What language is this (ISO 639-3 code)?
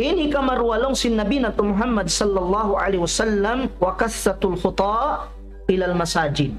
tsg